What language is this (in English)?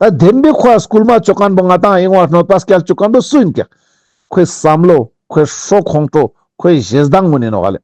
Ladakhi